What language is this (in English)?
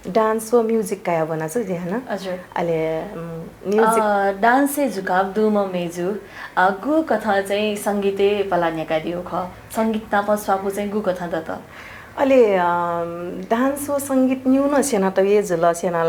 Newari